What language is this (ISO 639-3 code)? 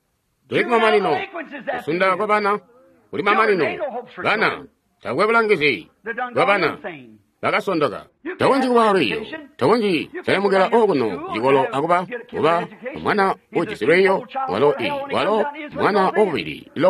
toi